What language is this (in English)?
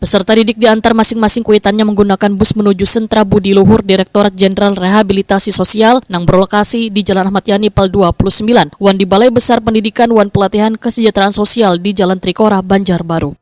Banjar